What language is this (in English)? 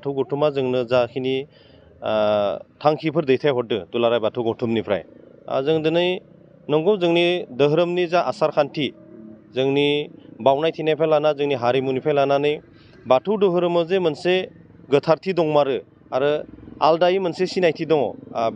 Bodo